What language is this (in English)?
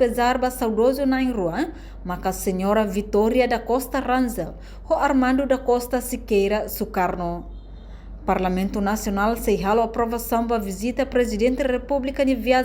Tetum